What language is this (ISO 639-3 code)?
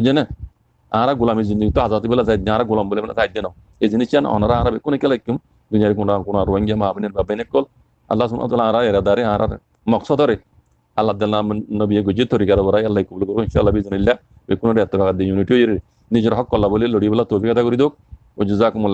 rhg